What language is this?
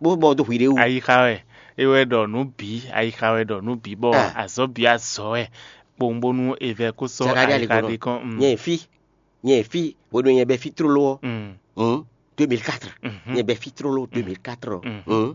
Fon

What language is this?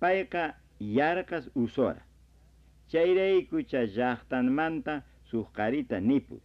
Quechua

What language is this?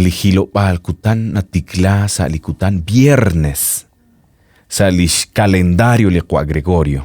Kekchí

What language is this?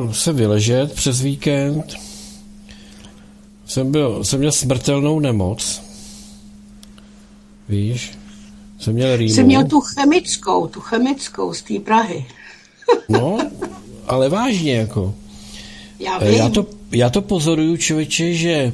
Czech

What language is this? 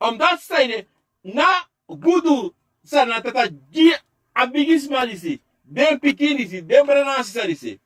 Sranan Tongo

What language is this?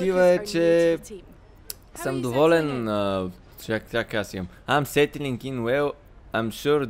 Bulgarian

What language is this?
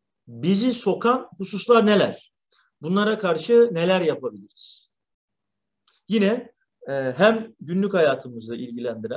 Turkish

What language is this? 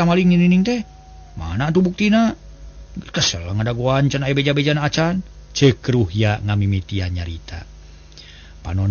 Sundanese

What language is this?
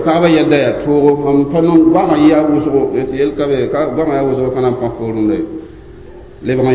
Mossi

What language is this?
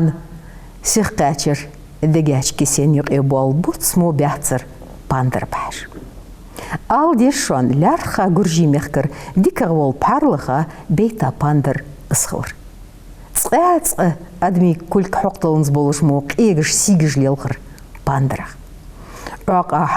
Ingush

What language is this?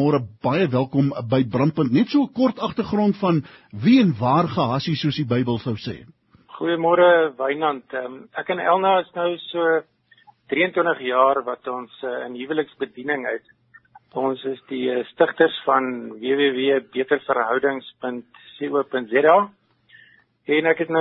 Afrikaans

